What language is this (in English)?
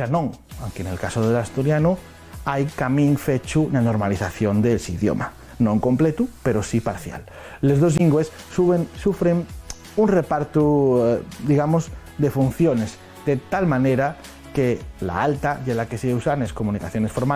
Asturian